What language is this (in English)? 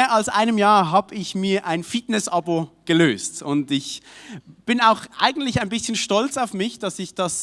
Swiss German